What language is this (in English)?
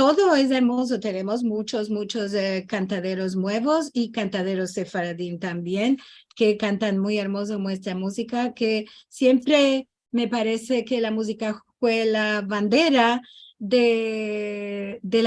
Ladino